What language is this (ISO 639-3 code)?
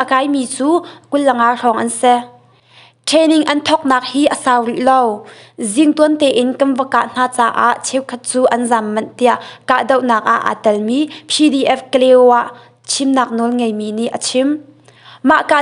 cnh